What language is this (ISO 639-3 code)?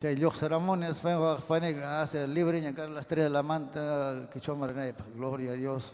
quy